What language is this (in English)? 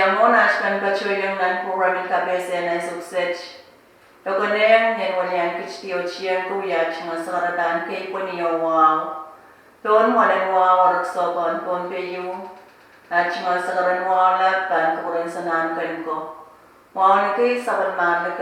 Pohnpeian